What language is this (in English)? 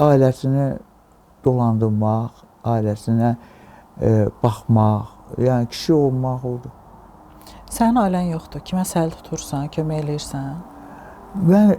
Azerbaijani